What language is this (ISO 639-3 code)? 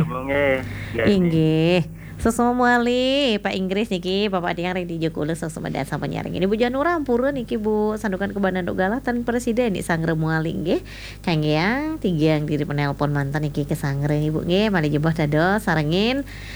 ban